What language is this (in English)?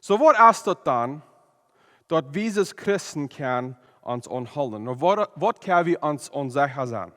Plautdietsch